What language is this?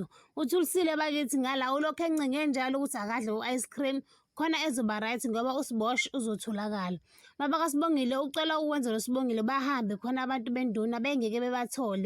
Zulu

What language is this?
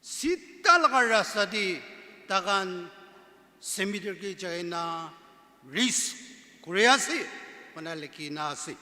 Naga Pidgin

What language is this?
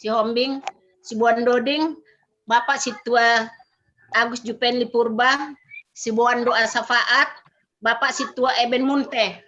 Batak Simalungun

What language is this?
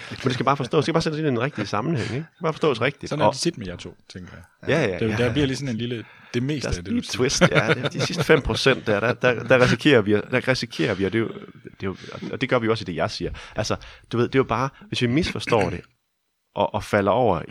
Danish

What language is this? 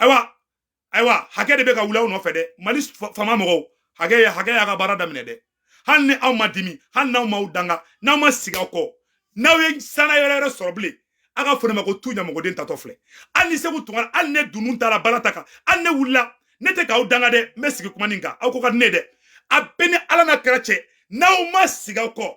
Bambara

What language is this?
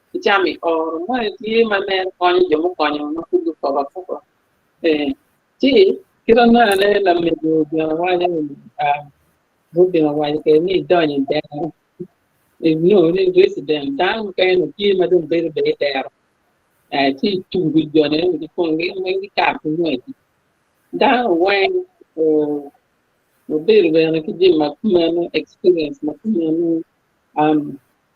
Acoli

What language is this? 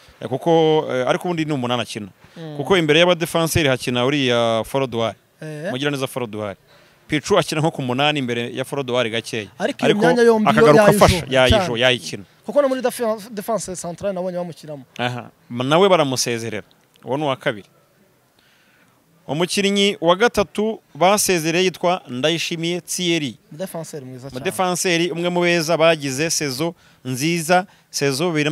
Kinyarwanda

